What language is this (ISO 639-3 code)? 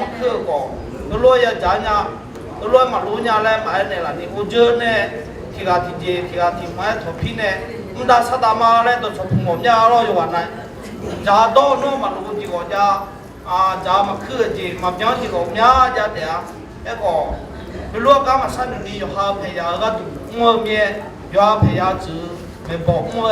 ahk